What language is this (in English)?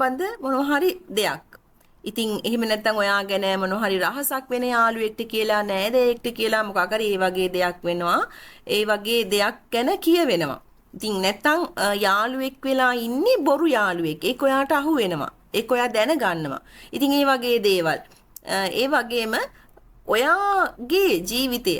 Sinhala